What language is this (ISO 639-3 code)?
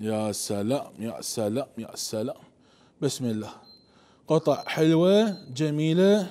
acm